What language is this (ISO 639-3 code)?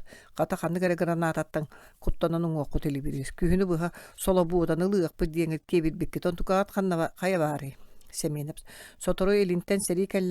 sah